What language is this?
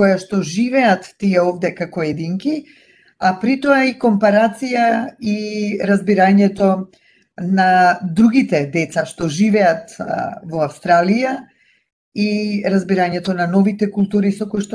Macedonian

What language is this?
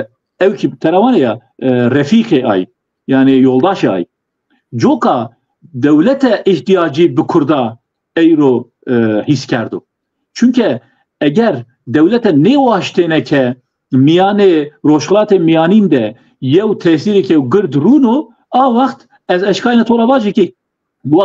Zaza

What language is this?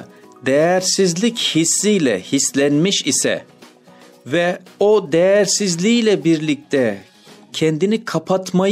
Turkish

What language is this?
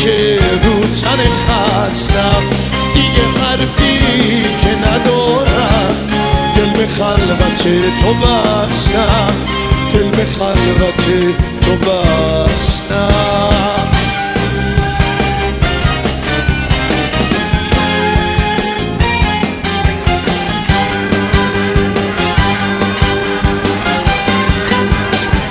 Persian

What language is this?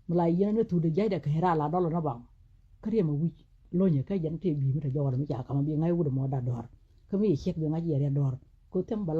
Nuer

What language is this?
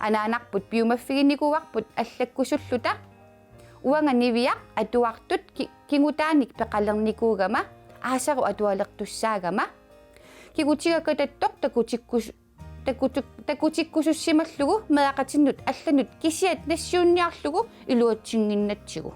Kalaallisut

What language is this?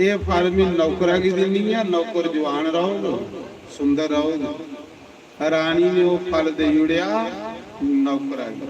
Dogri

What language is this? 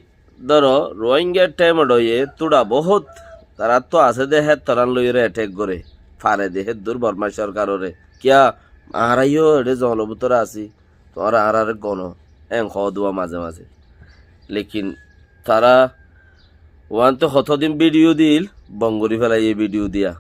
Rohingya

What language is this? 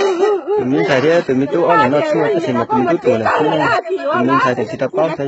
Hmong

